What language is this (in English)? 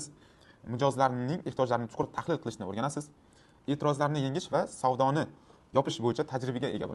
Uzbek